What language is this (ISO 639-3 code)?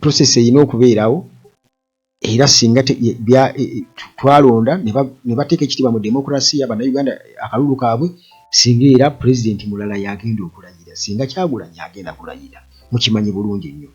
lug